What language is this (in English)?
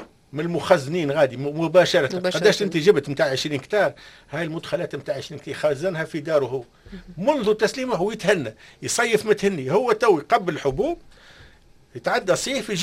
Tunisian Arabic